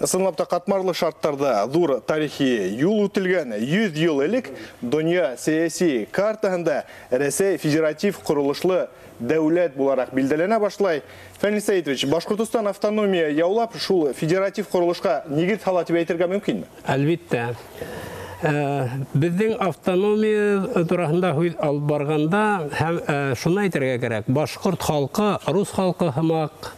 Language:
Bashkir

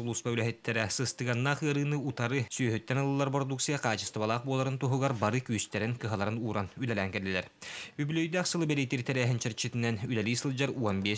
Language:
Yakut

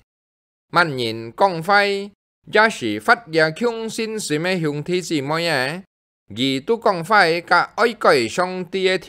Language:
Hakka Chinese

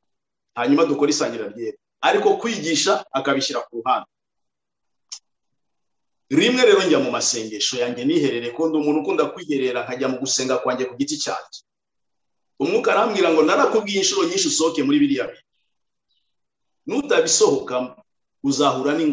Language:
Kinyarwanda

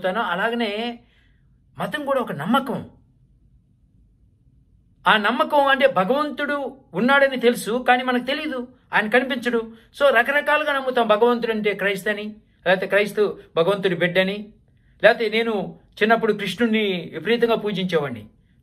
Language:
Telugu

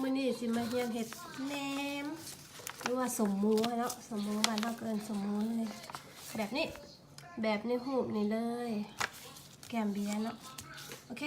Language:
Lao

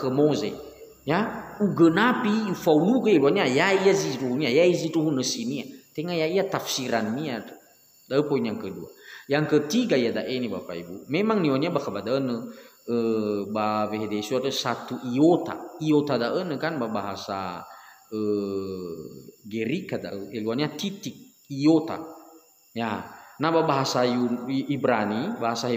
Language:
Nias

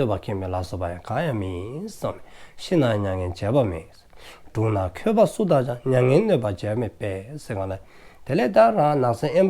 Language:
Dzongkha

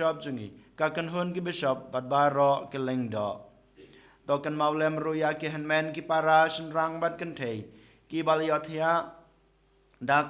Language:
Khasi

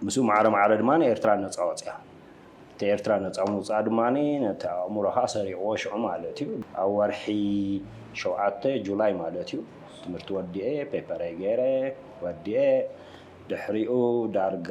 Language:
Tigrinya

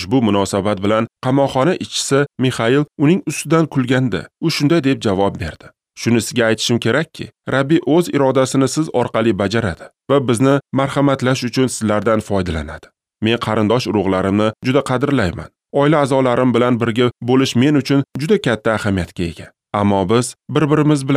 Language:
Uzbek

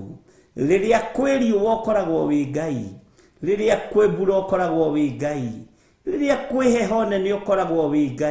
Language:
Kikuyu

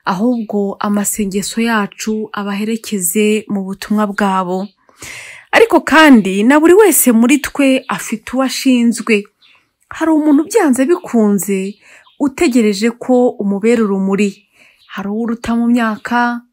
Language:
Kinyarwanda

